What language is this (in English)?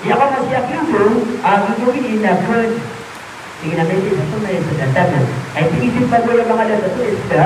Maranao